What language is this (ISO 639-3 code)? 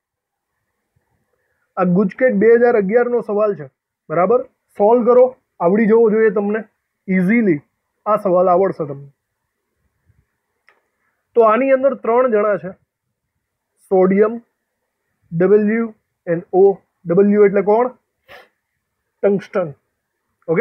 guj